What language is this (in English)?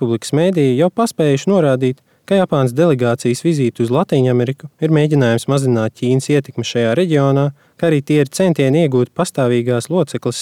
Latvian